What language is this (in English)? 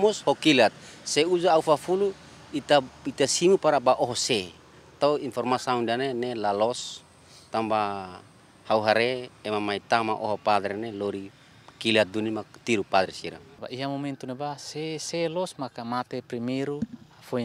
Tetum